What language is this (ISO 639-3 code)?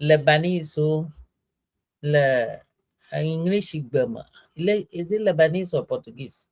ewe